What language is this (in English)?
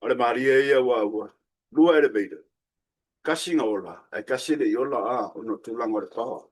Samoan